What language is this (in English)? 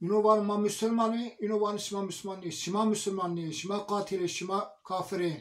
Zaza